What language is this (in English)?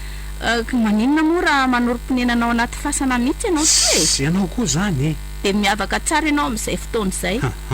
Malagasy